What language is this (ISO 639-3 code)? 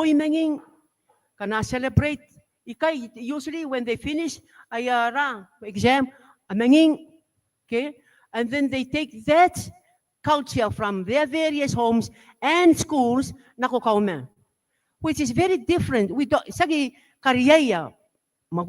gil